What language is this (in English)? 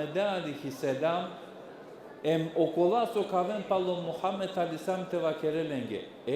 Balkan Romani